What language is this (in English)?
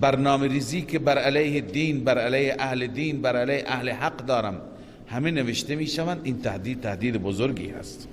Persian